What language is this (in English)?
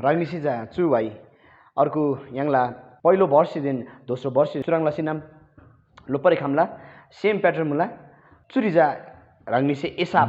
Eastern Tamang